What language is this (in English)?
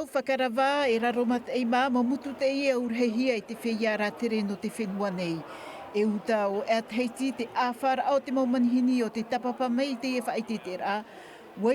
Tahitian